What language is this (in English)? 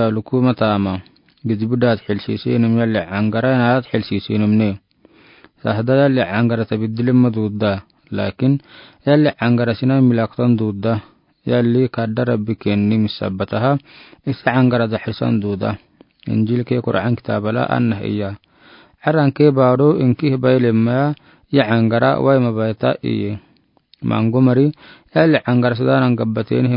Afar